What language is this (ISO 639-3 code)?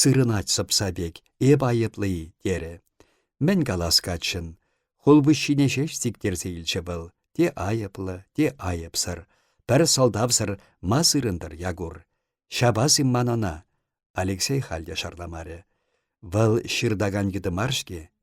chv